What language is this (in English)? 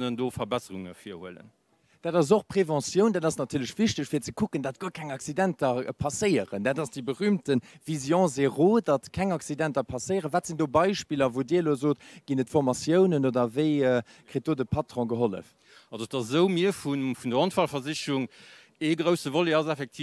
Luxembourgish